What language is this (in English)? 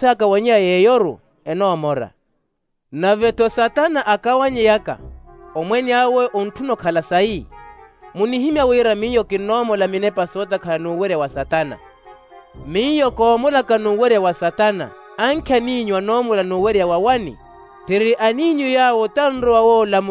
Makhuwa